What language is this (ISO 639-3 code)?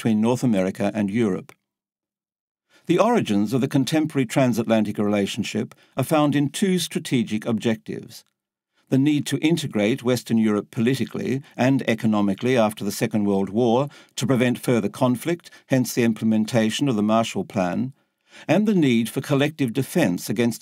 eng